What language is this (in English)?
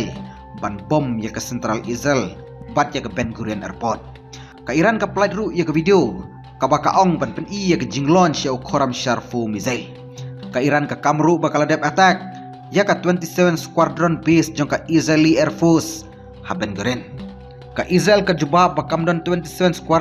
Khasi